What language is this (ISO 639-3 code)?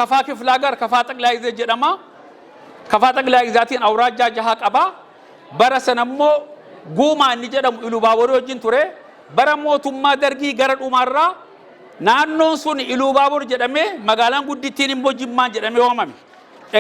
orm